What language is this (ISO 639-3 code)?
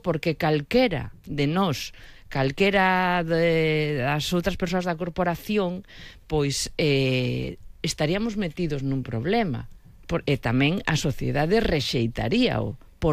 glg